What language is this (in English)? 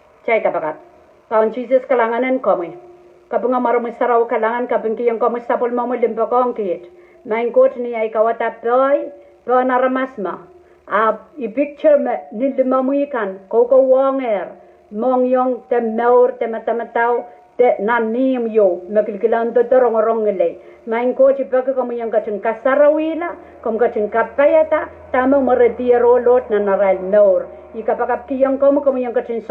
Pohnpeian